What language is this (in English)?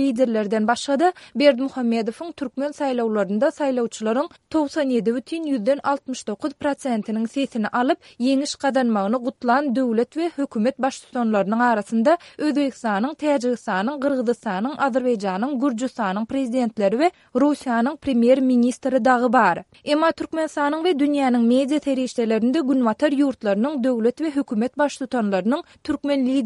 Turkmen